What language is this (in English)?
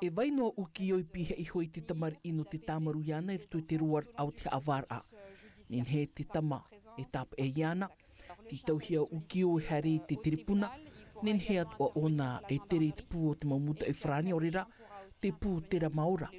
Tahitian